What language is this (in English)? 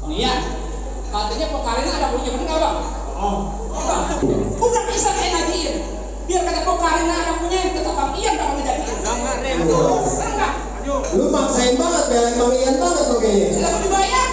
Betawi